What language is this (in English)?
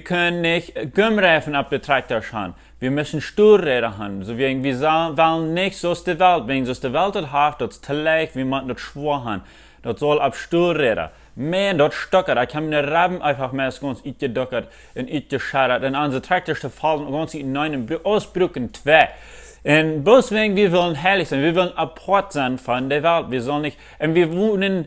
Plautdietsch